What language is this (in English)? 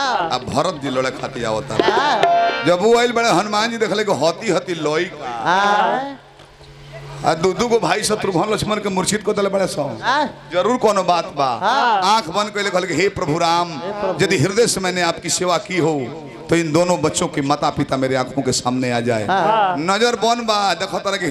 Bhojpuri